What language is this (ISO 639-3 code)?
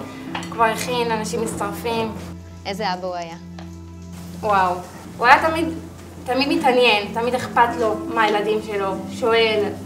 heb